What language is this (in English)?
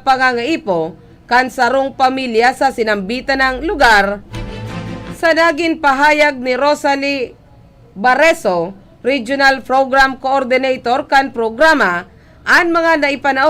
Bikol